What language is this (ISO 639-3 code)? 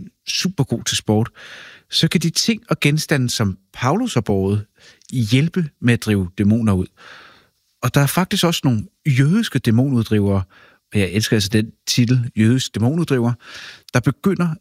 dan